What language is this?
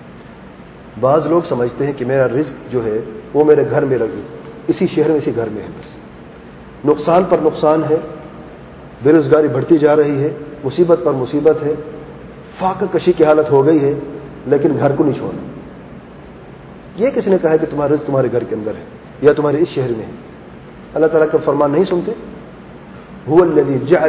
Urdu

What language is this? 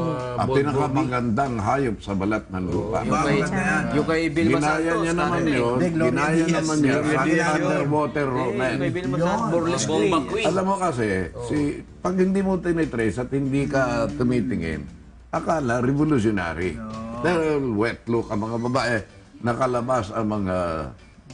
Filipino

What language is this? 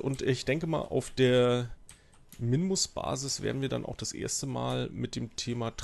German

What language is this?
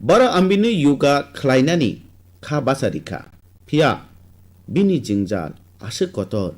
Kok Borok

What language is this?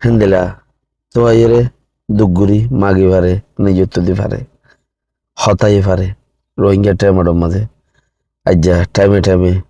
Rohingya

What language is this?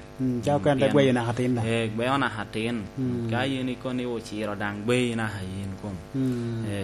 Lango (Uganda)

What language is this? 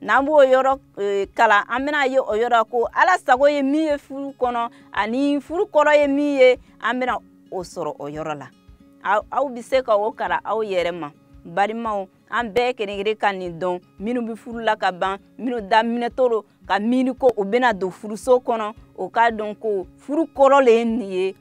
Bambara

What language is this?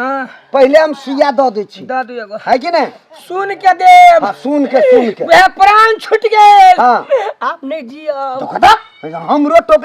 Maithili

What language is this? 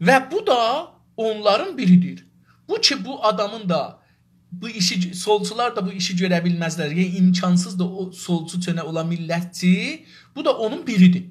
South Azerbaijani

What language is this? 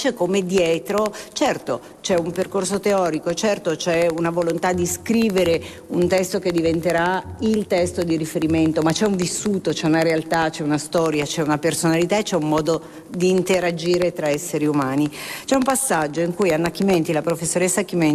Italian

